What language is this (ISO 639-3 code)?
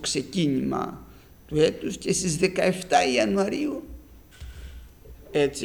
ell